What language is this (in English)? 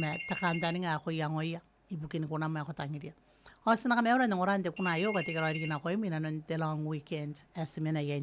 Gilbertese